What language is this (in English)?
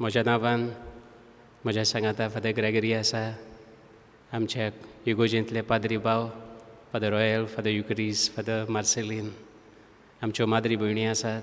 Konkani